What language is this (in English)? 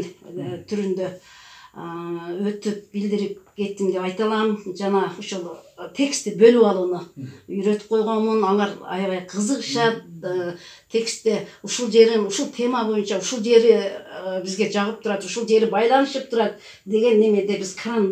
Kyrgyz